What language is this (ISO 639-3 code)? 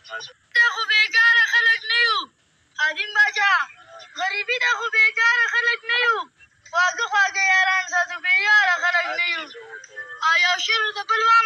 pus